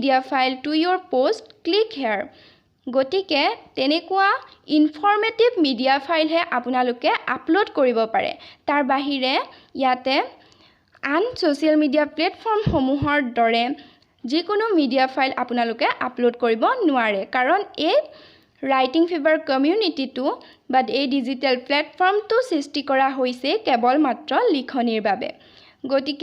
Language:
Assamese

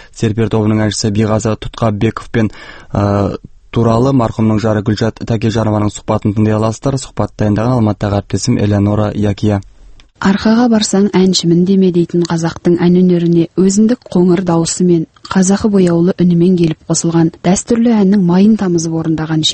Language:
Kazakh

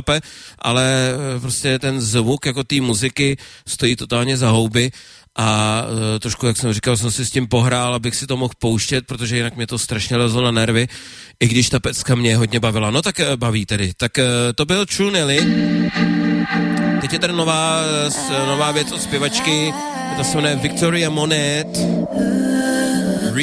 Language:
Czech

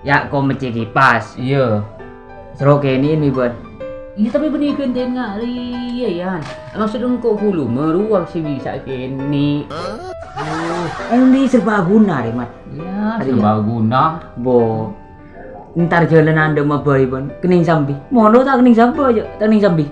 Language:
Madurese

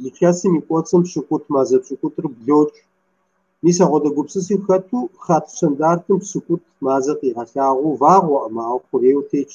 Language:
Kabardian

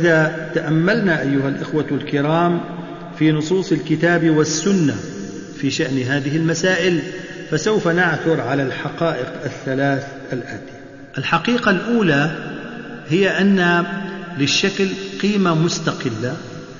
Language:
Arabic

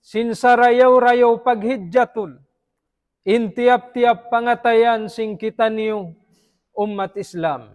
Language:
Tausug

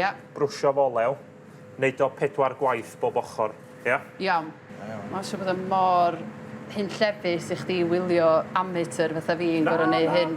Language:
Welsh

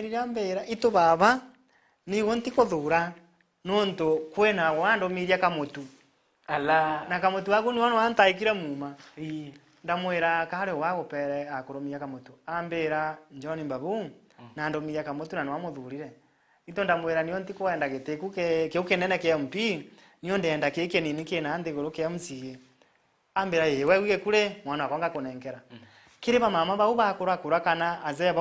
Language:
Meru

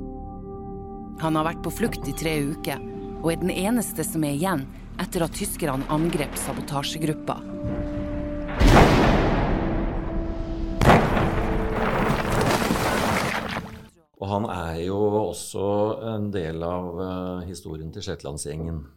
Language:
Norwegian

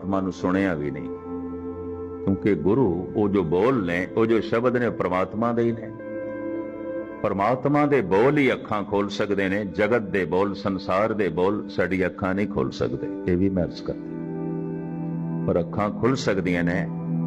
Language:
Punjabi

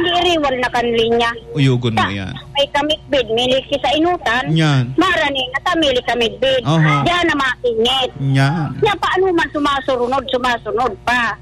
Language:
Bikol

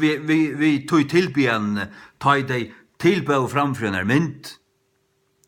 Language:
Faroese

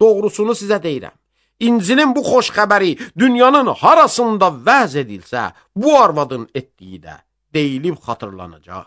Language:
Azerbaijani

